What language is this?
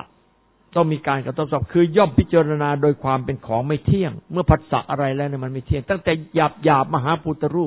Thai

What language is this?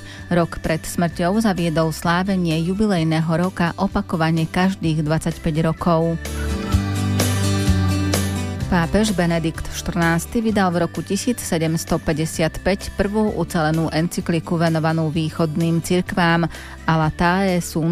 Slovak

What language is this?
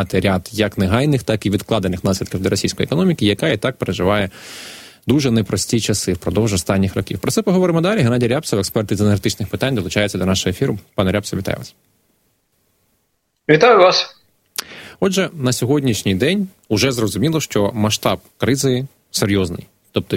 Ukrainian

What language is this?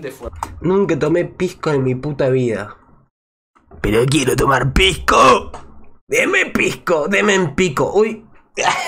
Spanish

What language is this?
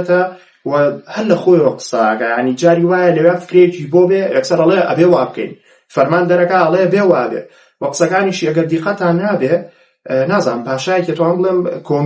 Central Kurdish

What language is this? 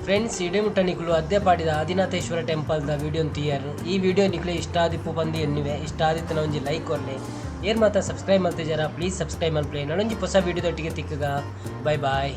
Tulu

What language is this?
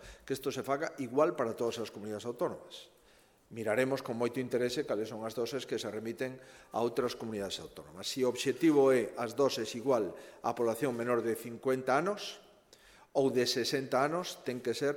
Galician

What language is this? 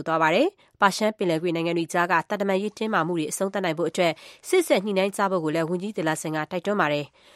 Burmese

